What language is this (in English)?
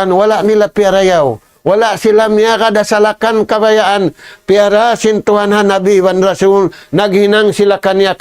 Tausug